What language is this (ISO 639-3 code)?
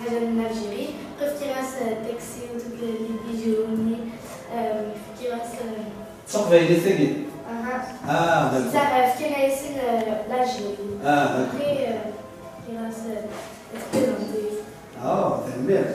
kab